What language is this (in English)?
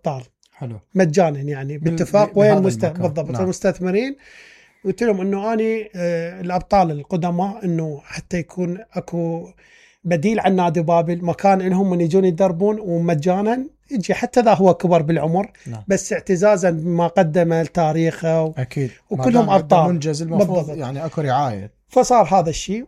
Mesopotamian Arabic